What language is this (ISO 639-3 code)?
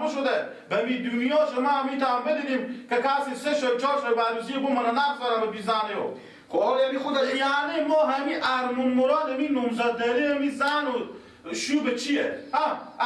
fas